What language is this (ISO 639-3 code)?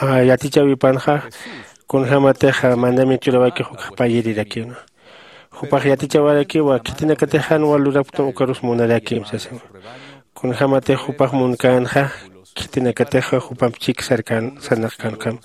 aym